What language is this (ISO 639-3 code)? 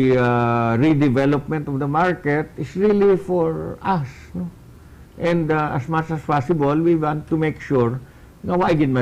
hil